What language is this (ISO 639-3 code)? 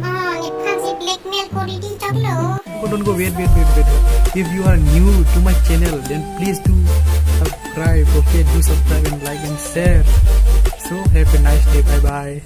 mjw